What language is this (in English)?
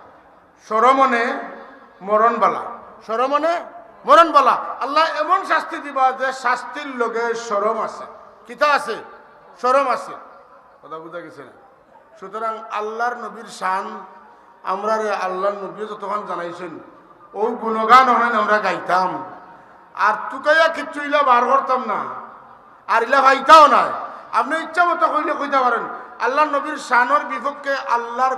Sylheti